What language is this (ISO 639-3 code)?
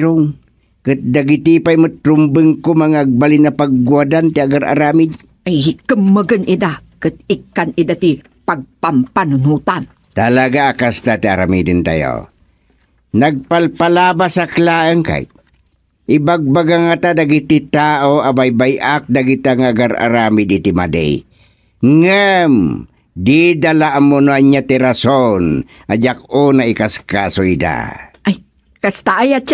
ilo